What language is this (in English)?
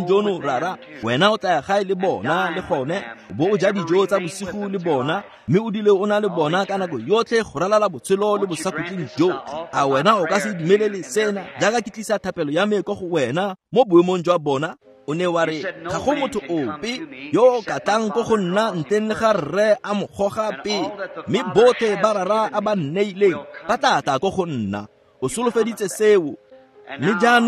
Tswana